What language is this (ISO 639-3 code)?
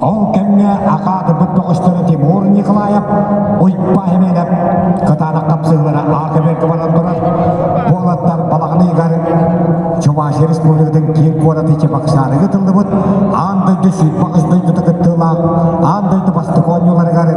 sah